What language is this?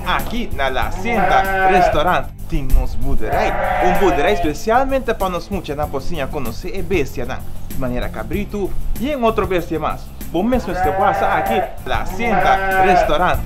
Papiamento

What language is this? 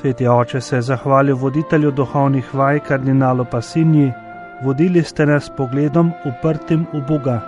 Slovenian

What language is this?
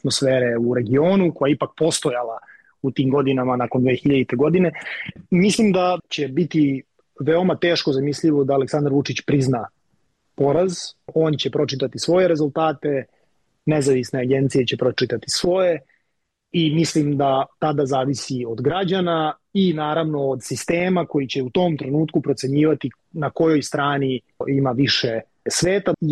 Serbian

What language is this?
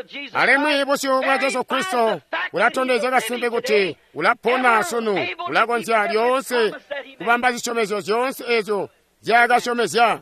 Tonga (Zambia)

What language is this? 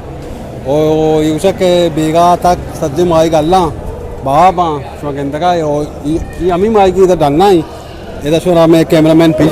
Eastern Balochi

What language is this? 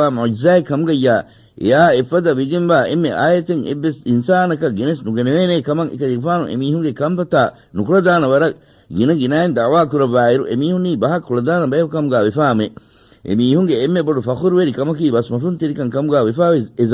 Divehi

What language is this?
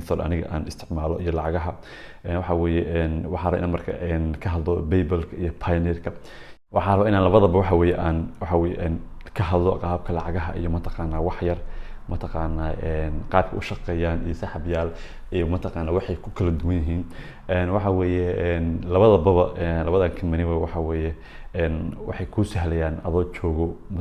Somali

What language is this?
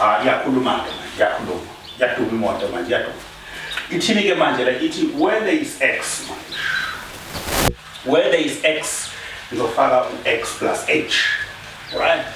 Zulu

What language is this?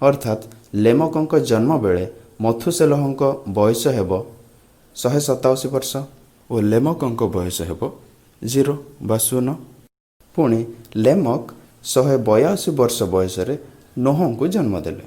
Odia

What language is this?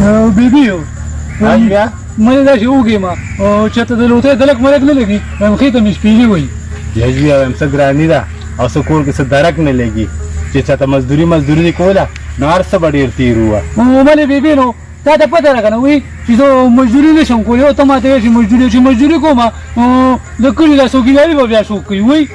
Pashto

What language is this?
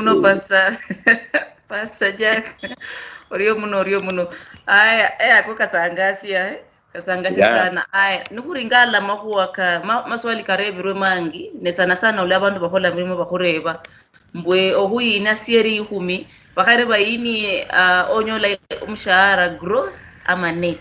Luyia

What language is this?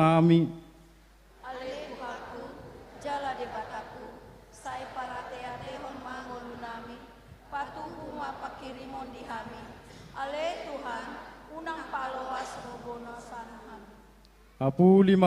Batak Toba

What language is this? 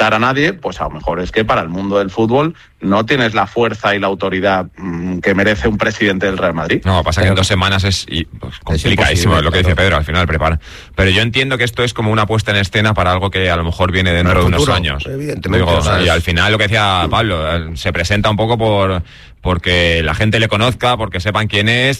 Spanish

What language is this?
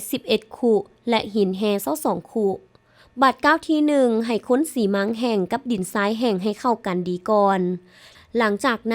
Lao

